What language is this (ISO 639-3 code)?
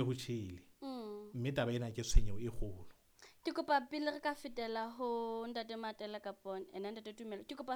sot